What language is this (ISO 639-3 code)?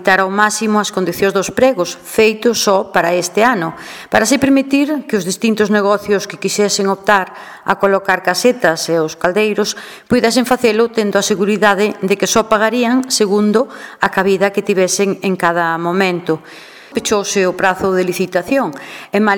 glg